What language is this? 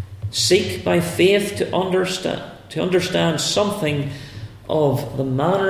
English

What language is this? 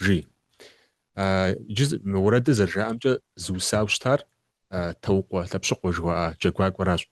Kabardian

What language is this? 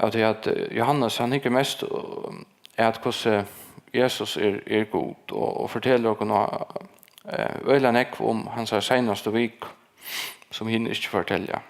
Faroese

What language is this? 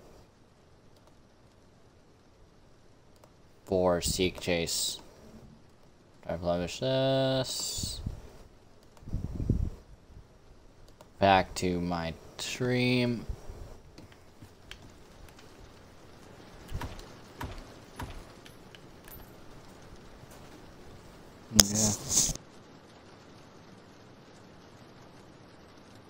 English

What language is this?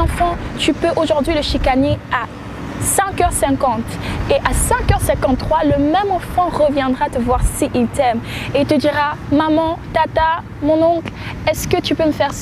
French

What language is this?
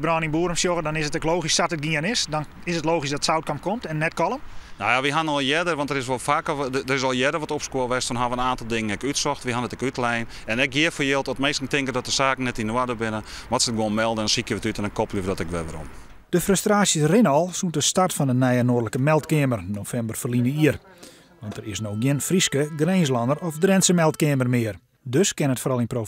Western Frisian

